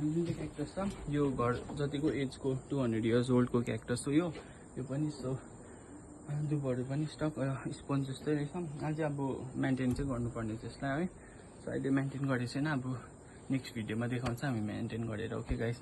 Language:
Nepali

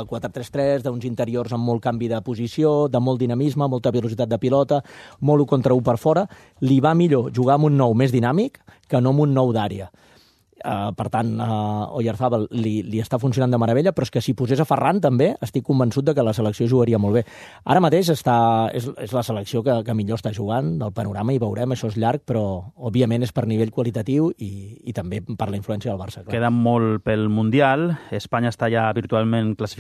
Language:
Catalan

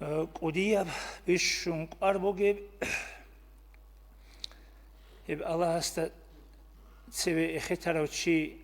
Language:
Avaric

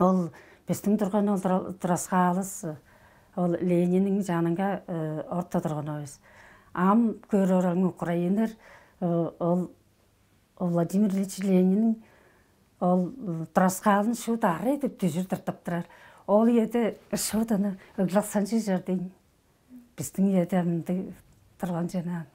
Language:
Tuvinian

